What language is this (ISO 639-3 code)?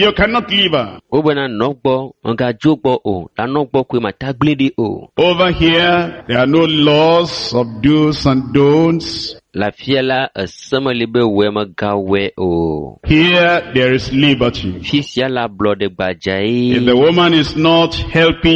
ewe